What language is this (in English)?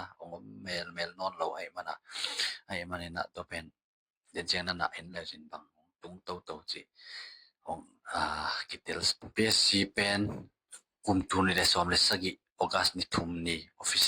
Tedim Chin